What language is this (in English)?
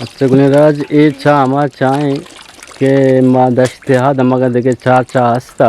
Eastern Balochi